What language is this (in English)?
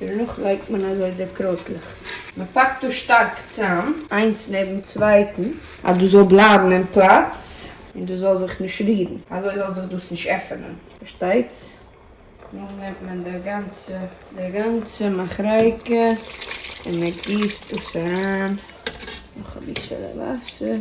Yiddish